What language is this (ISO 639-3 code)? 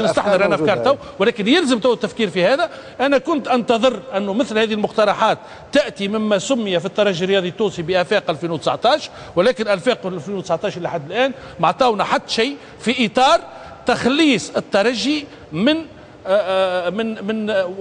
aeb